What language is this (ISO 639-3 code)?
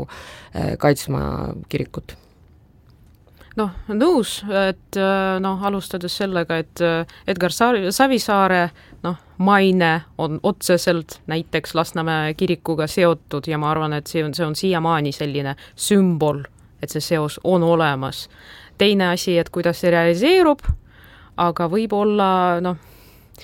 est